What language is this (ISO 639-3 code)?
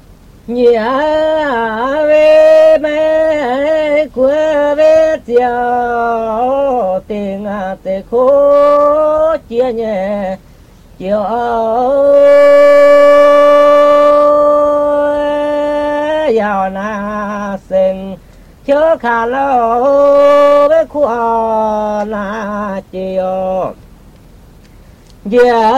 vie